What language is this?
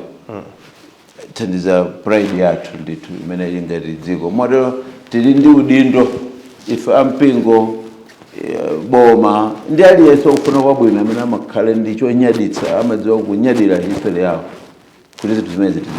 Nyanja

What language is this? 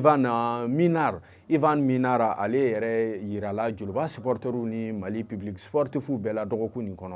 Bambara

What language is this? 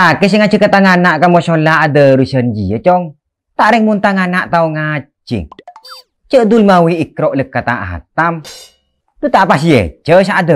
Madurese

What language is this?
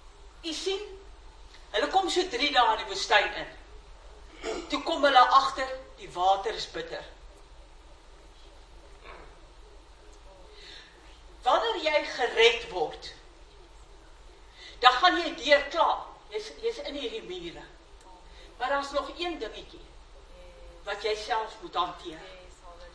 Afrikaans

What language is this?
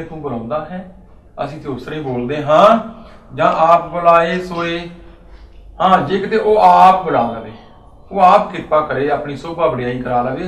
Punjabi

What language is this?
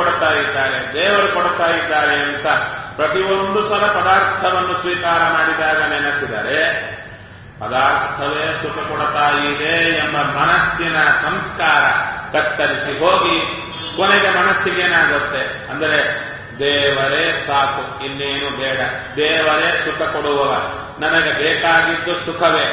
Kannada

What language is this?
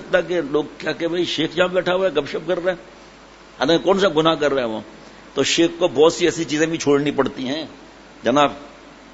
Urdu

